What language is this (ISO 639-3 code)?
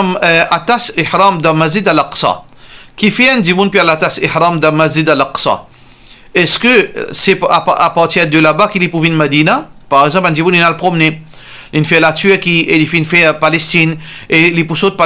mfe